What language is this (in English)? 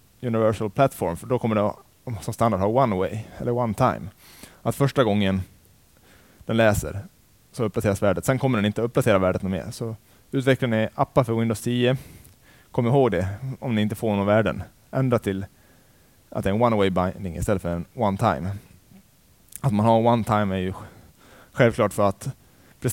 Swedish